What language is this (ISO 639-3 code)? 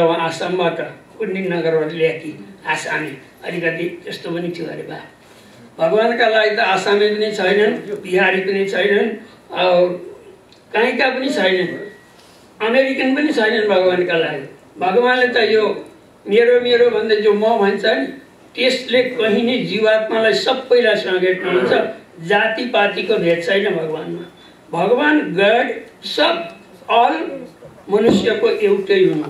nep